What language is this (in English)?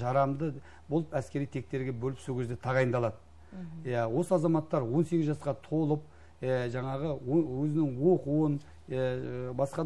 Kazakh